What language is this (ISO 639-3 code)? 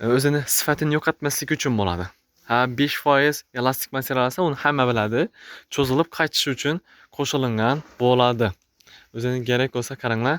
uzb